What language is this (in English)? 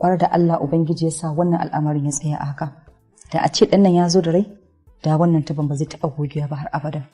Hausa